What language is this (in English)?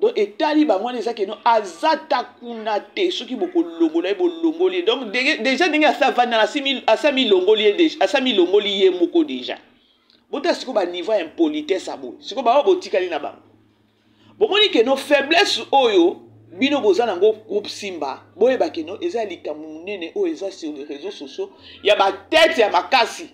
Lingala